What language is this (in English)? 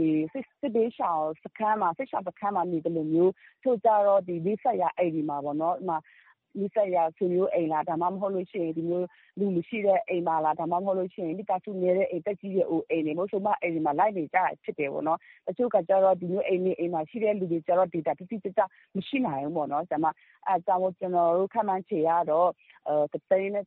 Burmese